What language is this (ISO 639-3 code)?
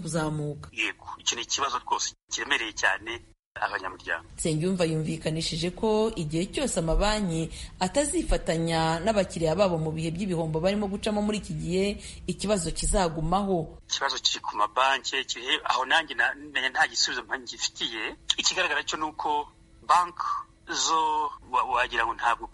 kin